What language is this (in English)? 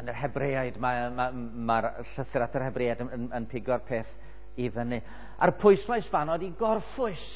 Welsh